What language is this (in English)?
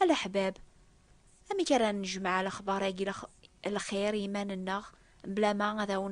Kabyle